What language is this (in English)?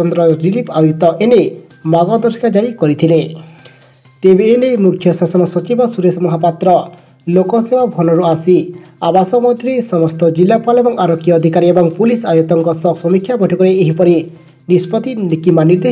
Odia